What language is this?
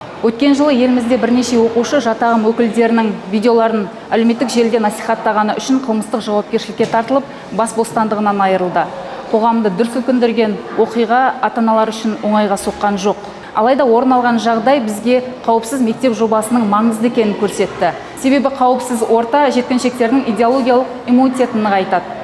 Kazakh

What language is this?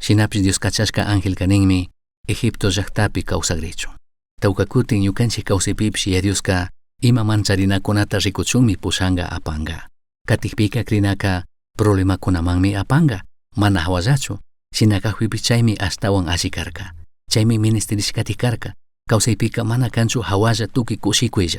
Chimborazo Highland Quichua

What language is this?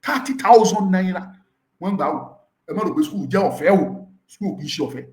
Yoruba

